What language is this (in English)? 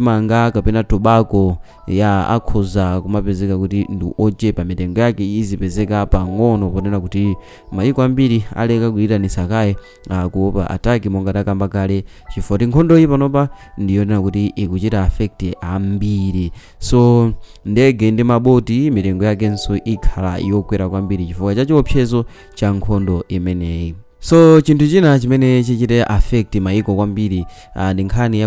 Nyanja